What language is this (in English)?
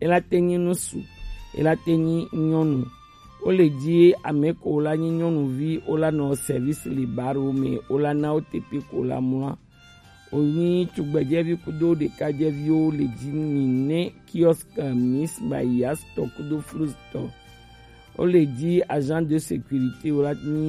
Gen